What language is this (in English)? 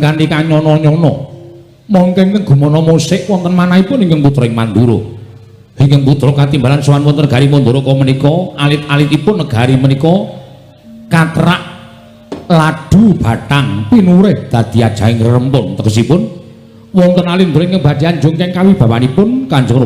Javanese